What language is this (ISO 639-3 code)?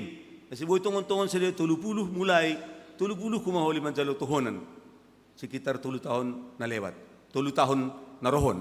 bts